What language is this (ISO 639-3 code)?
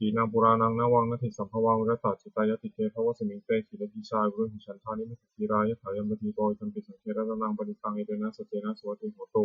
pli